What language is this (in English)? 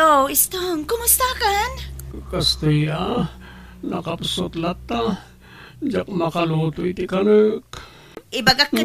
Iloko